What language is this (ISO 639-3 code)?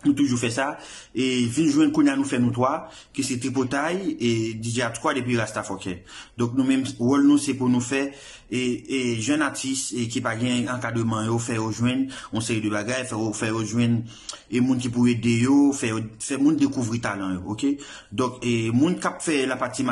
hat